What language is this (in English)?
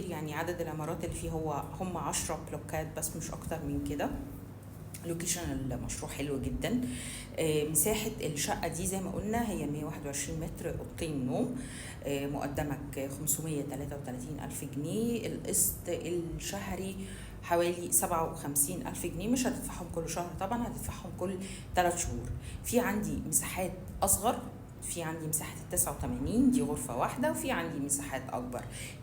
Egyptian Arabic